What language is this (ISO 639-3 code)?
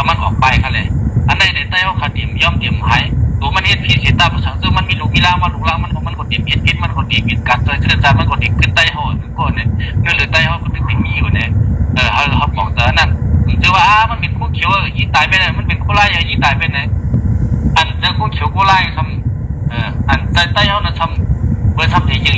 shn